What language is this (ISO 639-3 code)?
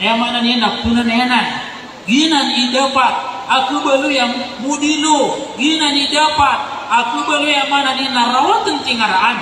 mrw